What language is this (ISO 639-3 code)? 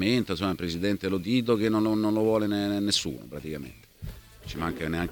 ita